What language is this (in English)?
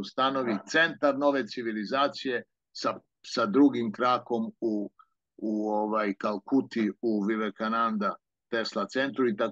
Serbian